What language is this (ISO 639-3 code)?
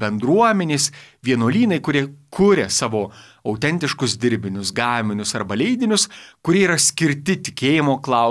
lit